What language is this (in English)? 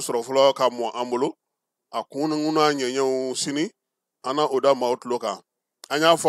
Bambara